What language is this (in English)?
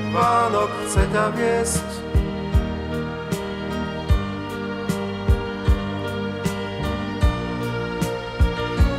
Slovak